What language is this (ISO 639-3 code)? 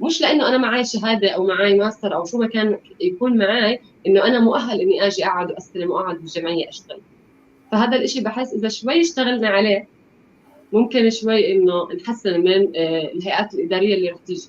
apc